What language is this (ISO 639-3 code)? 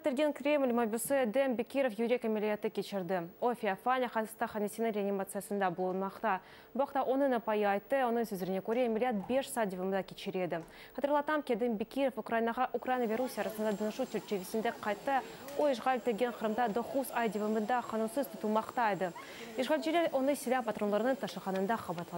crh